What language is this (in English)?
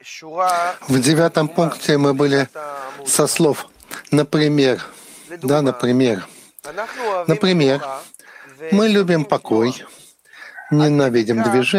Russian